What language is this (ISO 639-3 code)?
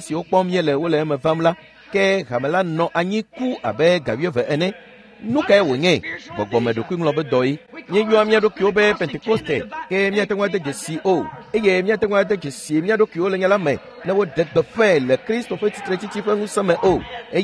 ewe